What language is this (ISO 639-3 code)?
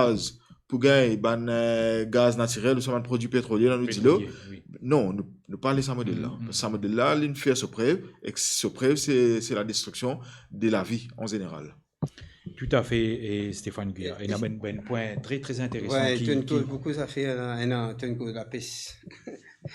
mfe